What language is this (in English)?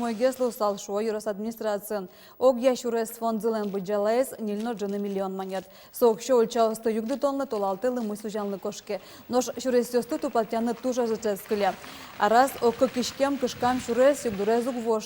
Udmurt